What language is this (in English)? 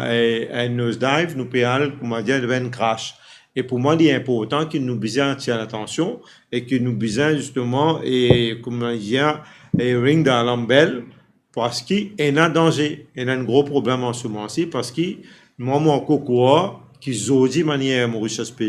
Morisyen